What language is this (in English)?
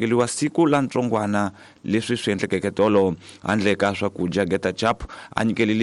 Tsonga